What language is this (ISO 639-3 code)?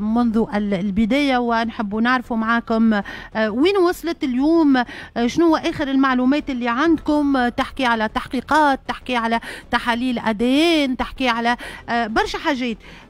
aeb